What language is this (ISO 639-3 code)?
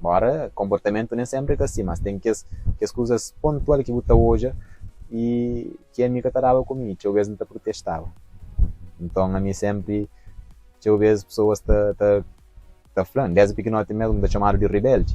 kea